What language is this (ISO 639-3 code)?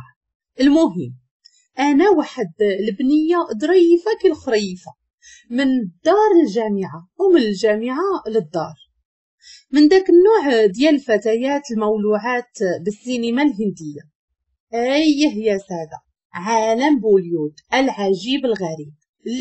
ary